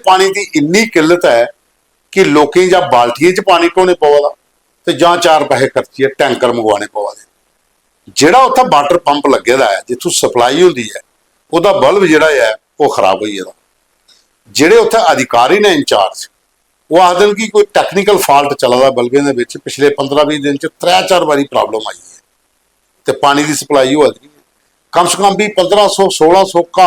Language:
Dogri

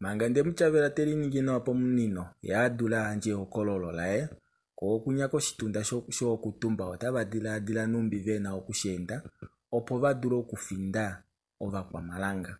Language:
Kuanyama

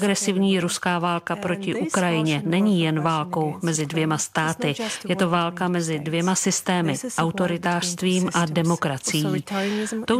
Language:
Czech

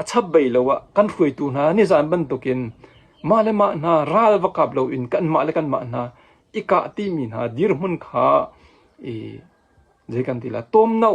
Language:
Hakha Chin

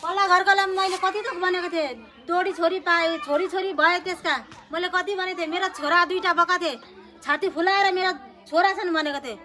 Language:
Nepali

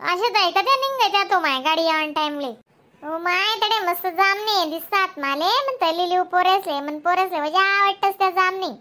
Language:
Khandesi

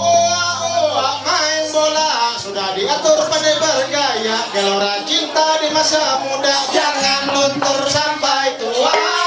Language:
Ma'anyan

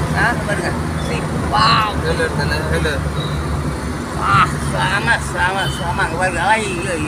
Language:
Tamil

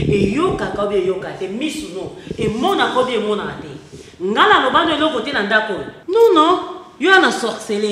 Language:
Lingala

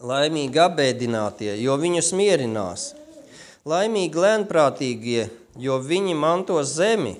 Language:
Latvian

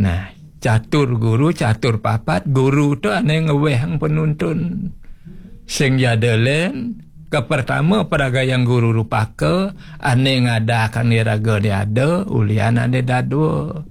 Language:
Balinese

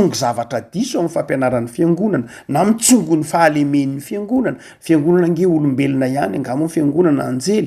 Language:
Malagasy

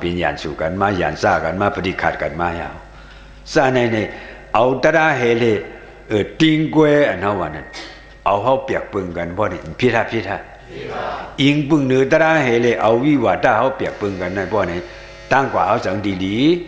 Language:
Shan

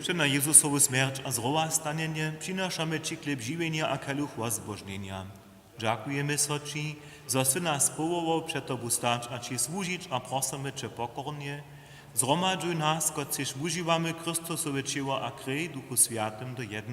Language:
Upper Sorbian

